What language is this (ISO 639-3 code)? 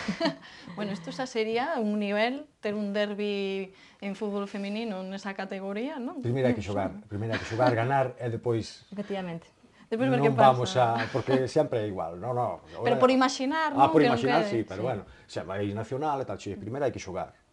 glg